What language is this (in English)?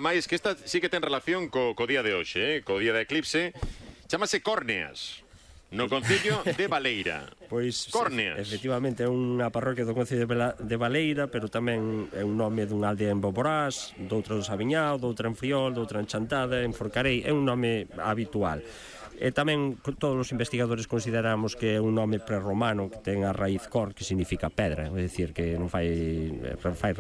Galician